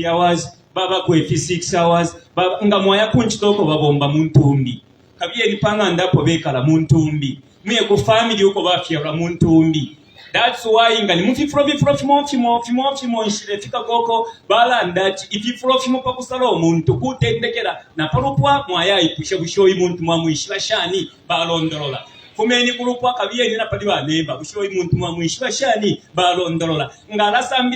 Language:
Bemba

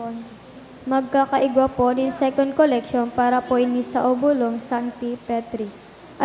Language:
Bikol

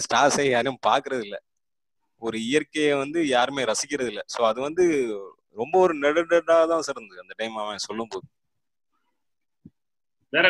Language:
Tamil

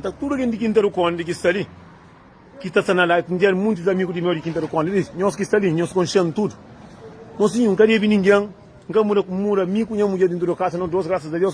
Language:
Kabuverdianu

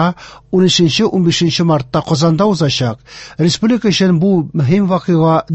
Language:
Tatar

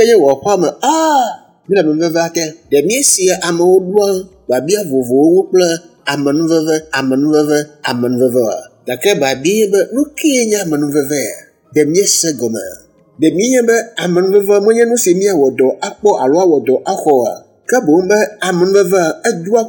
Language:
Ewe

